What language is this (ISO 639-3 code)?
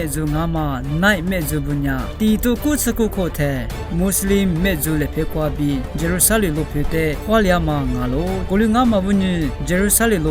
lis